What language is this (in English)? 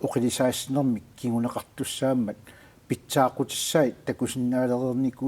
Kalaallisut